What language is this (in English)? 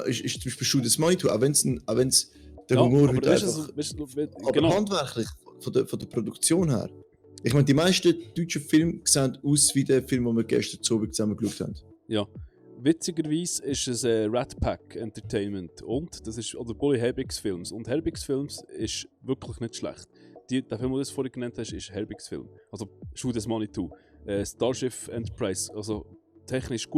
Swiss German